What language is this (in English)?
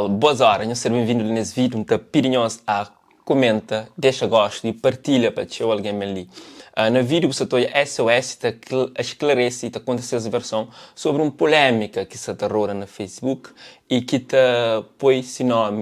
Kabuverdianu